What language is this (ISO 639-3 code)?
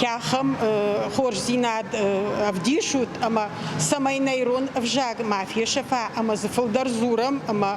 oss